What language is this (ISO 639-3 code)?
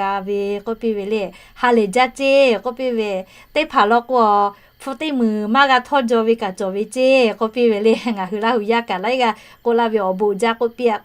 lhu